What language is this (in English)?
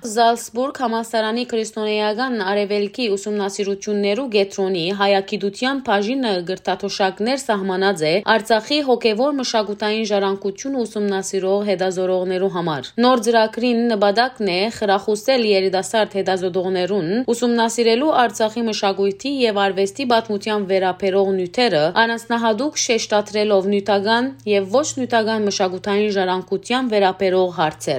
Western Armenian